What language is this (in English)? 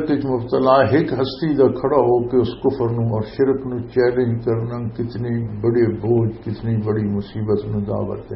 Western Panjabi